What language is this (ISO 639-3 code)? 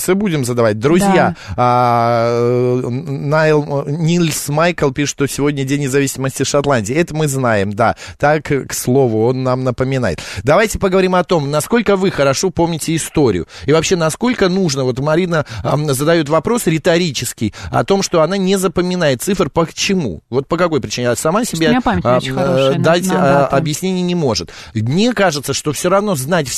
rus